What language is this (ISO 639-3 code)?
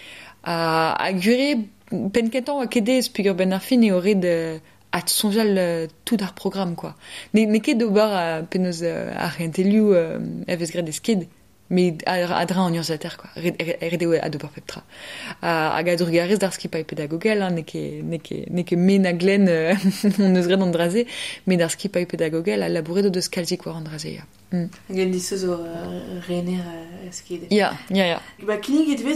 bre